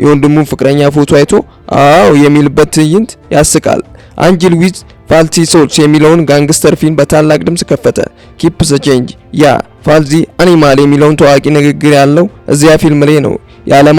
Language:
Amharic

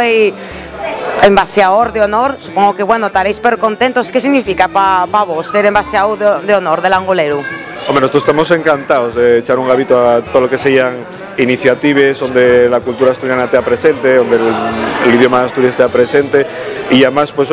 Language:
Asturian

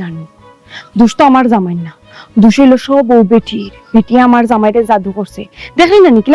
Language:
Sylheti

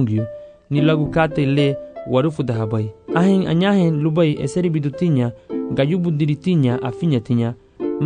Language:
Garifuna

